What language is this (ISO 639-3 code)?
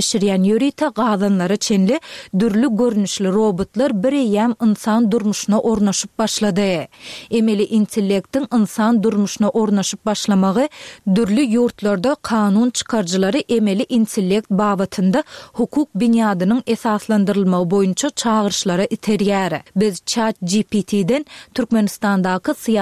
tuk